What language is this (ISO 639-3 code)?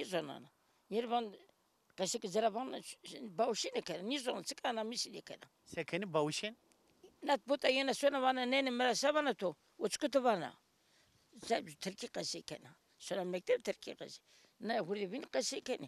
zza